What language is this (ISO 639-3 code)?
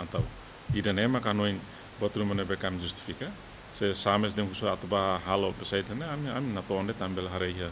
tet